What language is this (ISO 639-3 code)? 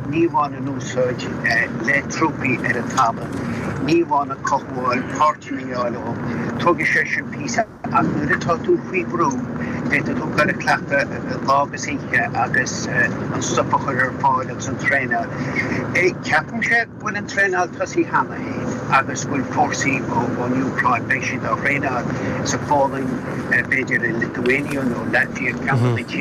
gle